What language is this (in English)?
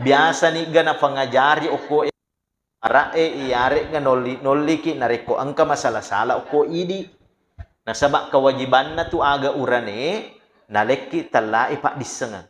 Buginese